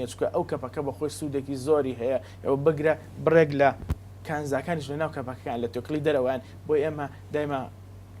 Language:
Central Kurdish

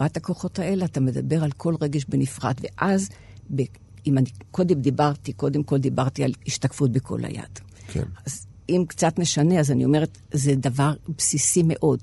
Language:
Hebrew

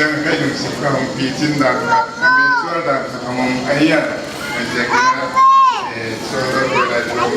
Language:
Paite Chin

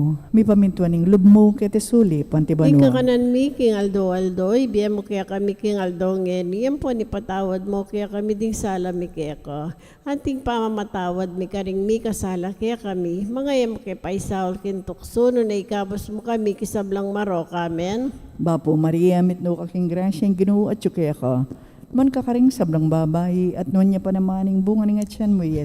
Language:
Pampanga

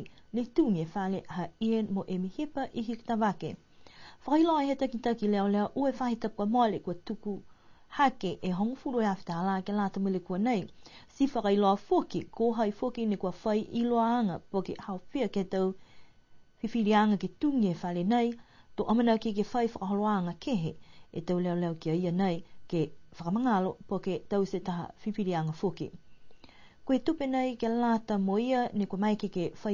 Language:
Niuean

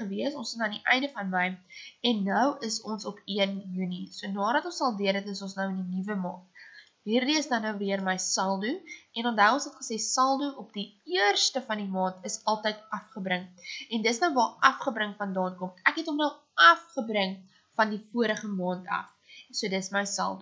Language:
Afrikaans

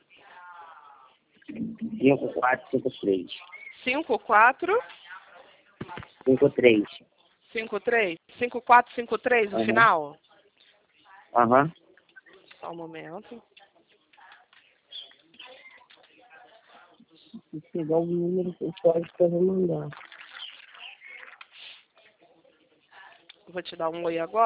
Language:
Portuguese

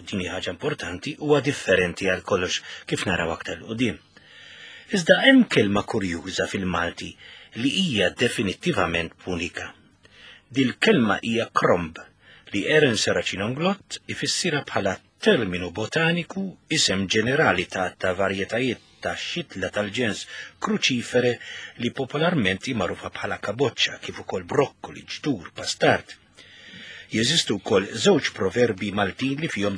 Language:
Maltese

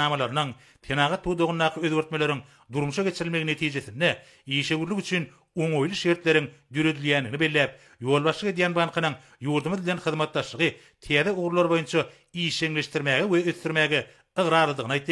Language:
Turkmen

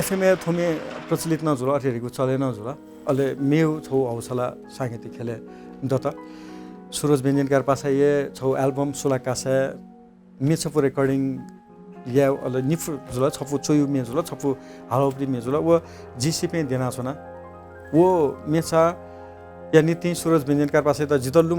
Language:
Newari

